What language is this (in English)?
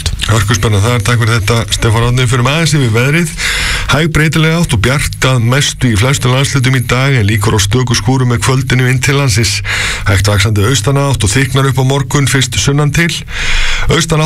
Icelandic